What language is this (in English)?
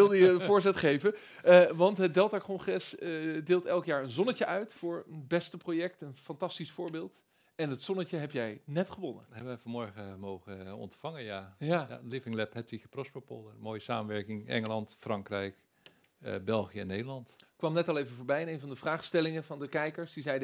Dutch